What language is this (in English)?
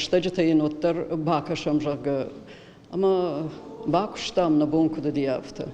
Ossetic